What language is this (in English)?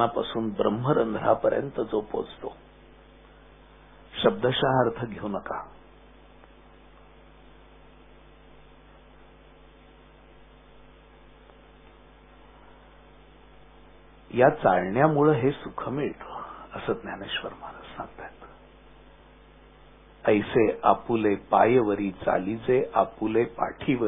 Marathi